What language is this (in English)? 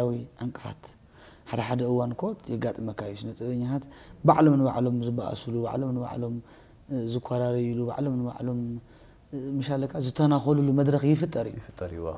Tigrinya